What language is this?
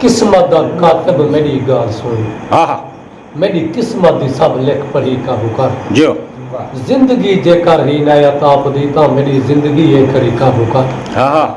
Saraiki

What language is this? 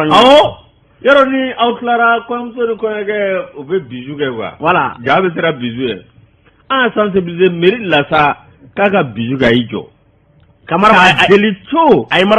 Bambara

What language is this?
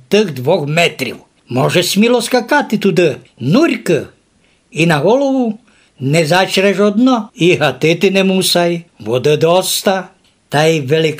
Rusyn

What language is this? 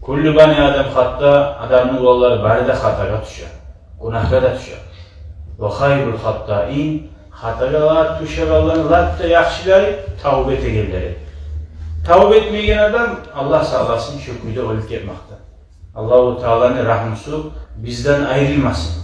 Kumyk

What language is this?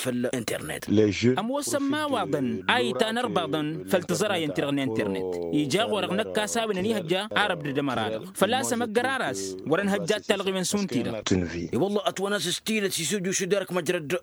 Tamasheq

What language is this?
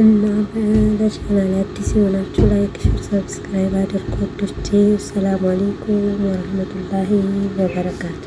Amharic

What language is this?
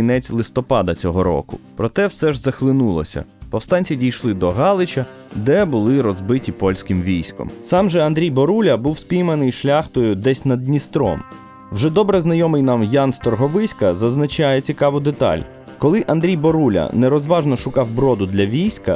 Ukrainian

